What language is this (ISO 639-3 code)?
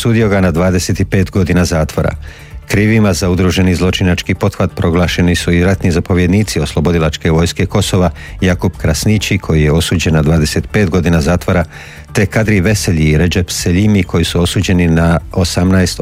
hrv